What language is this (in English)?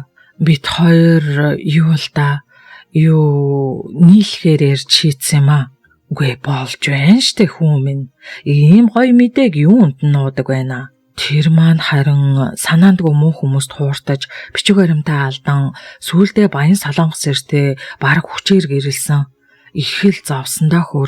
Mongolian